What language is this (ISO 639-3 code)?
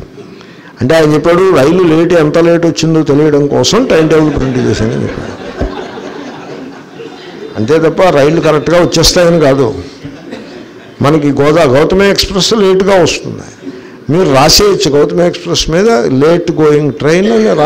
tel